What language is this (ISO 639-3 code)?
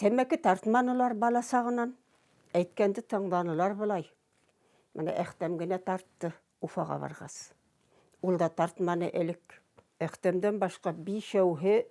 bak